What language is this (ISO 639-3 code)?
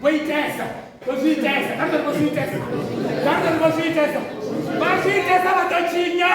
ven